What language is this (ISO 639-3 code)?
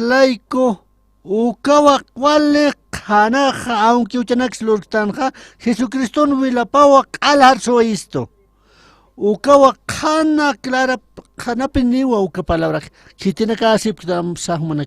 aym